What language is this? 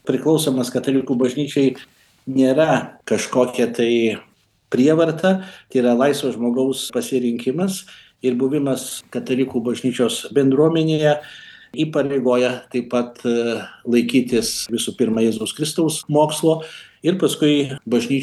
Lithuanian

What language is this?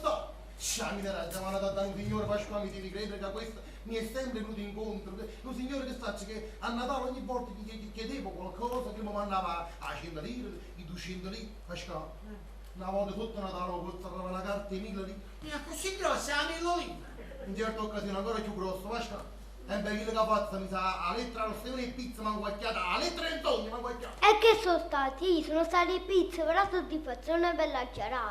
Neapolitan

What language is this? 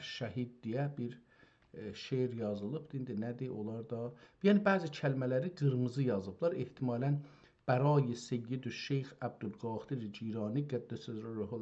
South Azerbaijani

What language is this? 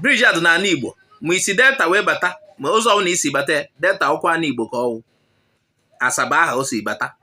Igbo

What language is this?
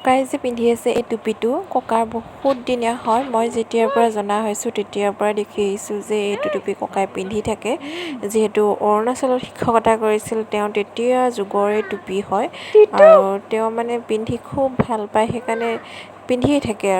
Assamese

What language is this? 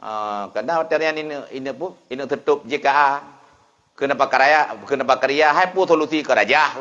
Achinese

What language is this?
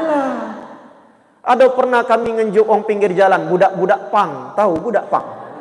Musi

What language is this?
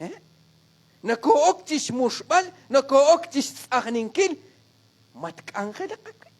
Kekchí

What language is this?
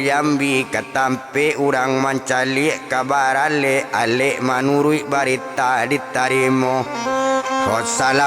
Minangkabau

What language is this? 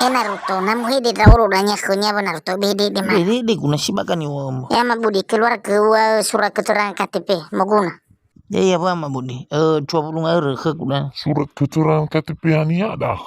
Nias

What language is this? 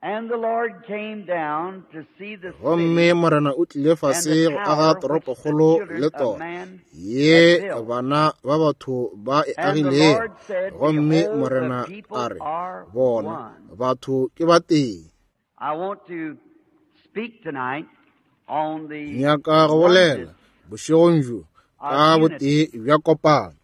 Northern Sotho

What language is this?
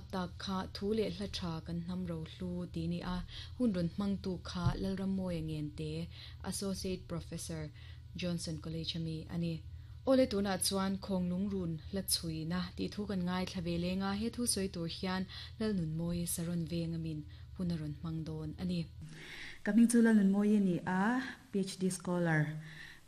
Mizo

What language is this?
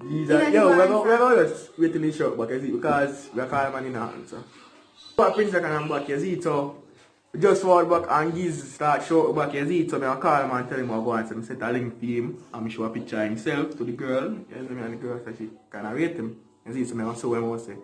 Jamaican Creole English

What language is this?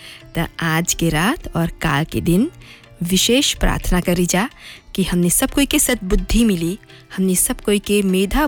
Bhojpuri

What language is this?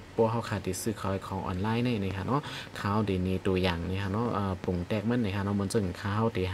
Shan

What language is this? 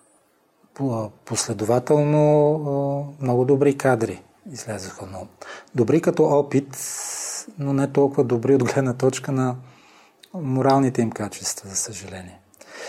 Bulgarian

